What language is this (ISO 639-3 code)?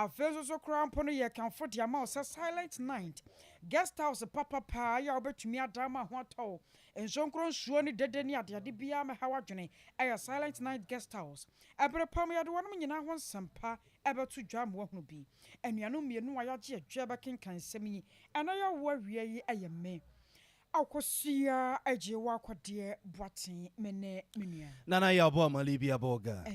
aka